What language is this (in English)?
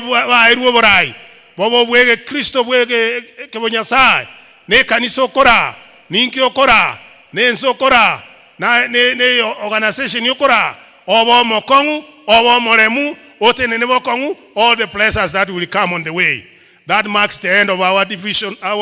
Gusii